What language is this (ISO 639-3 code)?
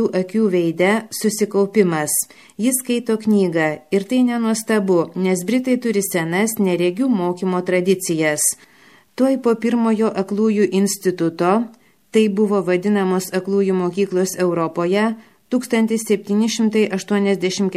lit